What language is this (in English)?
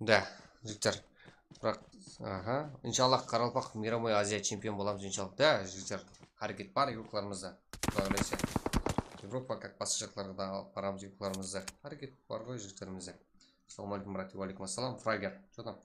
Kara-Kalpak